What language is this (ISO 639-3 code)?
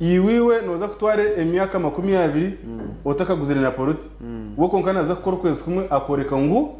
nyn